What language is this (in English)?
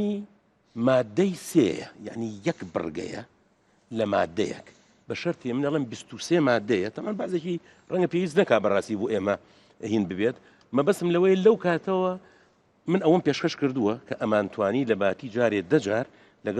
Central Kurdish